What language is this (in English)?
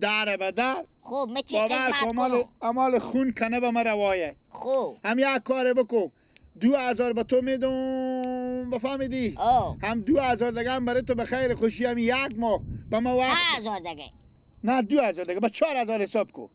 Persian